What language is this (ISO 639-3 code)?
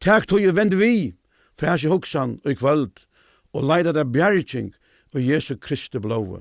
fao